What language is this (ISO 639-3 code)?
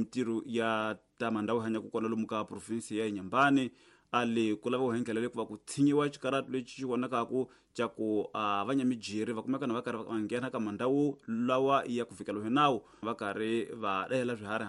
tso